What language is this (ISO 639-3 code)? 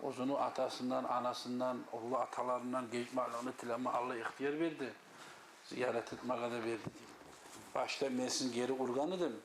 kum